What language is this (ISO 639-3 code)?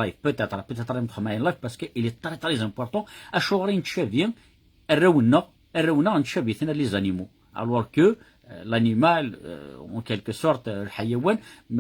kab